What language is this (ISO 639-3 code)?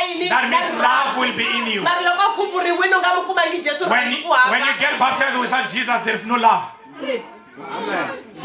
tso